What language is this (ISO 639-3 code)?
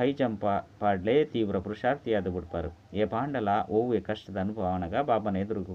tcy